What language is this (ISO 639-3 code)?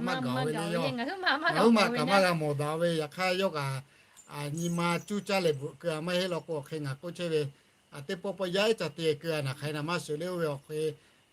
lhu